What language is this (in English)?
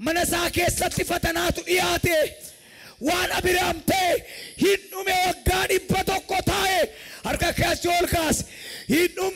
Oromo